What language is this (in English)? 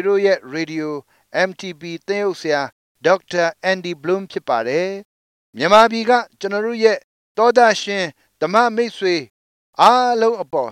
Burmese